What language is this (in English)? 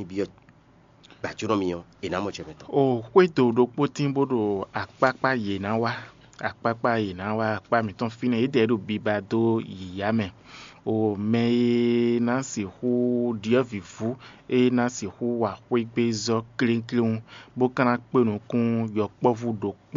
Fon